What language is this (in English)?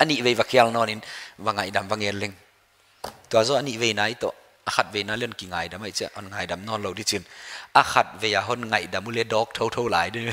Paite Chin